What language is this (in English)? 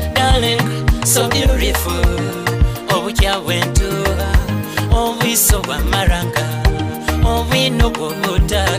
Nyoro